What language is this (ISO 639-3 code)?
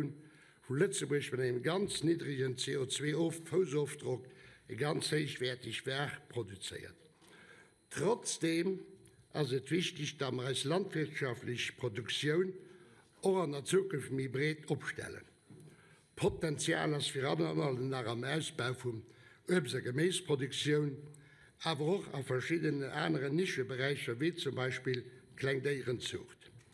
ltz